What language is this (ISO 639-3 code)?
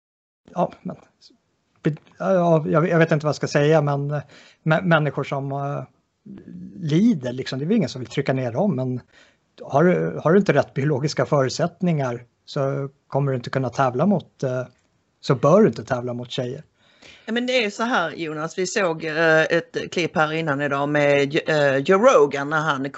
swe